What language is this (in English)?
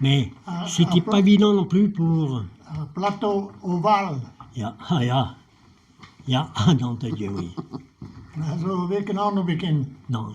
Breton